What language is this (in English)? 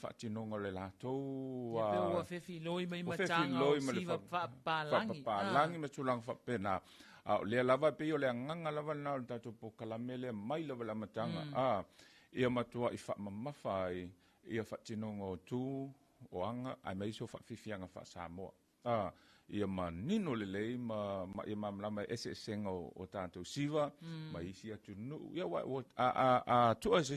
Samoan